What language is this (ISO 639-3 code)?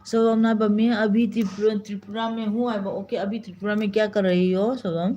mni